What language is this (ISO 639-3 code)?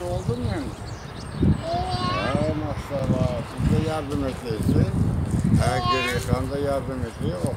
crh